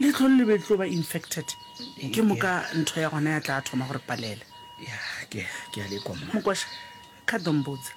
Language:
Northern Sotho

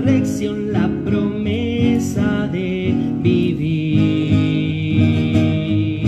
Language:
Spanish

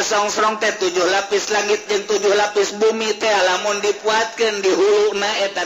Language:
Sundanese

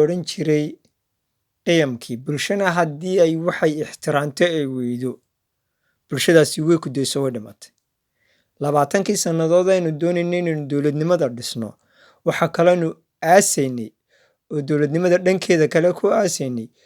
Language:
Somali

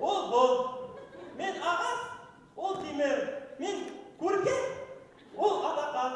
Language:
Bashkir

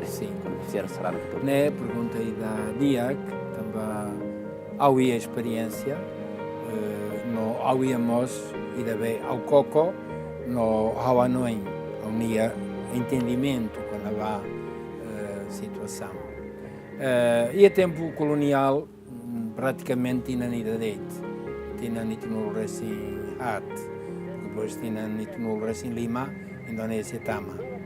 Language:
Tetum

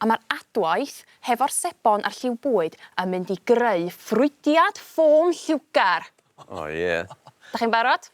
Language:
Welsh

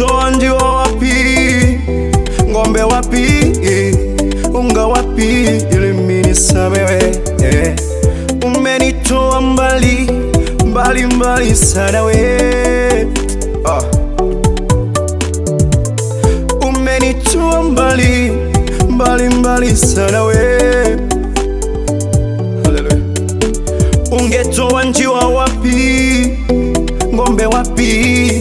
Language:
Swahili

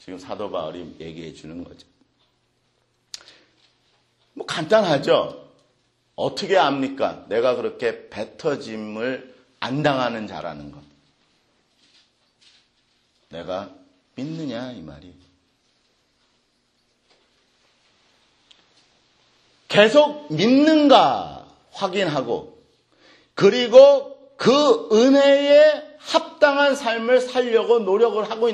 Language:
Korean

